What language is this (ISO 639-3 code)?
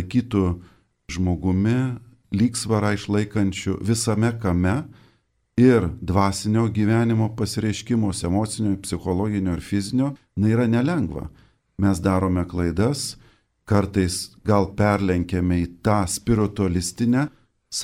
lit